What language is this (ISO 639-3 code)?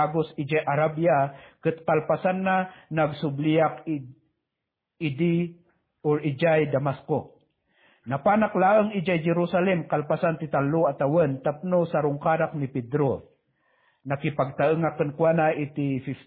ilo